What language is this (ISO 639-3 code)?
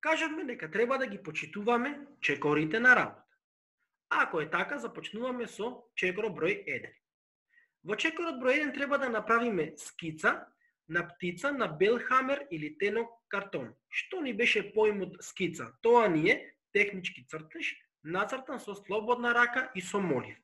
mkd